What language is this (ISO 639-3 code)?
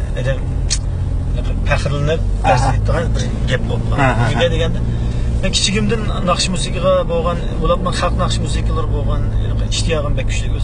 uig